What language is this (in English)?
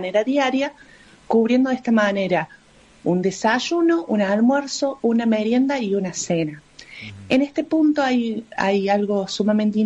Spanish